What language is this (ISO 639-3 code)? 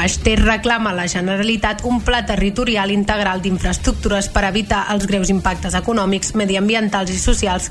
cat